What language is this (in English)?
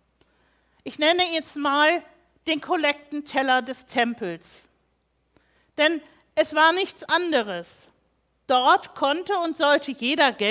German